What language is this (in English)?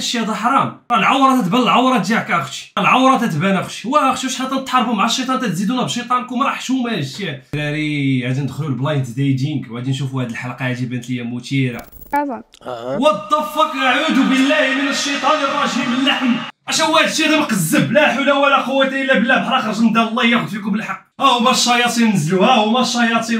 Moroccan Arabic